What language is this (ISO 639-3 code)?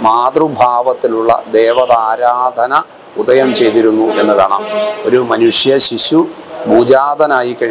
mal